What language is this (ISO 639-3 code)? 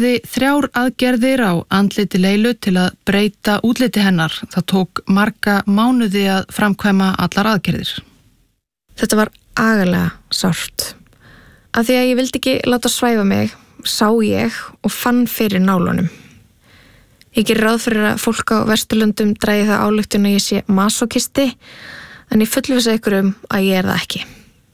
isl